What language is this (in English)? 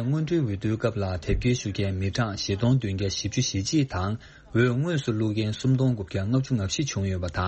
Tibetan